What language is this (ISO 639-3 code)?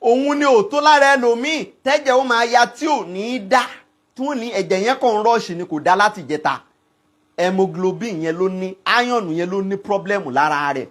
yor